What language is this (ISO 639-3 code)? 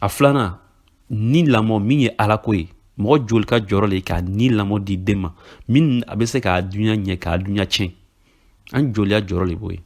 bam